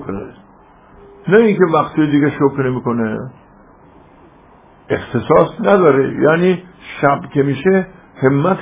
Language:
Persian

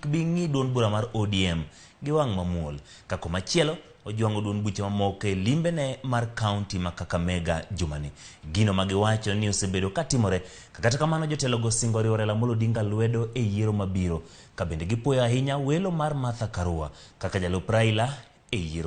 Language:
Luo (Kenya and Tanzania)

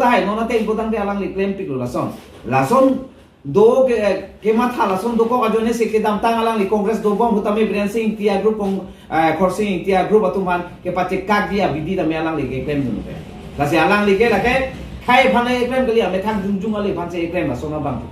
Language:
Karbi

